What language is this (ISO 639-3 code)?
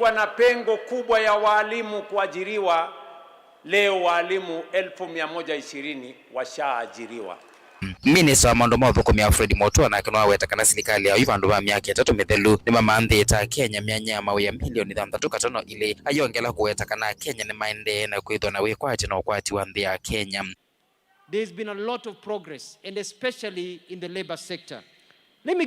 kam